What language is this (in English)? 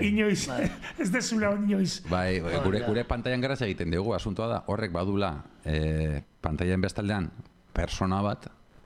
Basque